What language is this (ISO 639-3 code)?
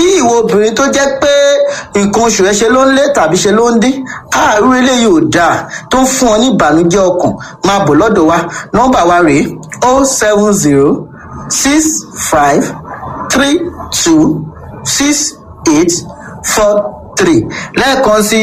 yor